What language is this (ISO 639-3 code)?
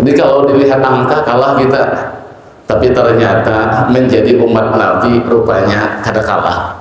bjn